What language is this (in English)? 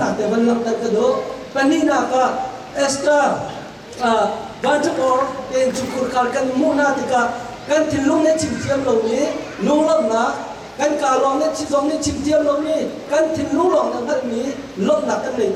Hakha Chin